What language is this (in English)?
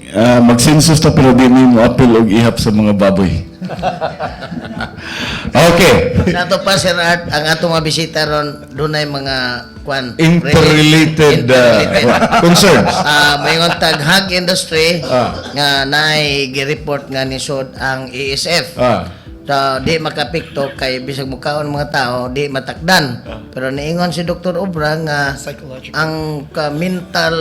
Cebuano